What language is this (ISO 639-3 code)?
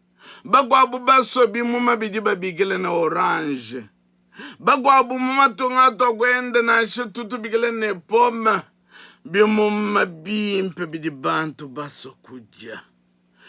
lua